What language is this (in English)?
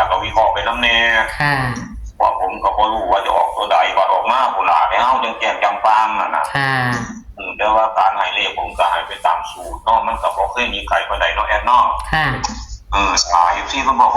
Northeastern Thai